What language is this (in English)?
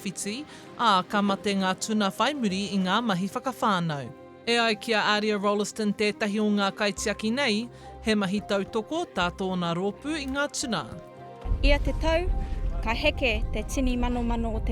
Māori